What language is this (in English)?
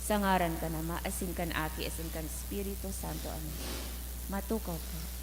Bikol